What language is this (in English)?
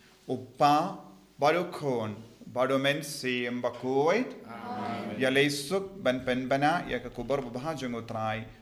Khasi